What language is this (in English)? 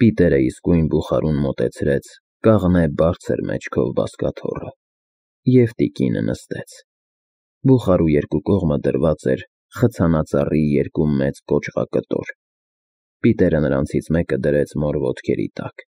Armenian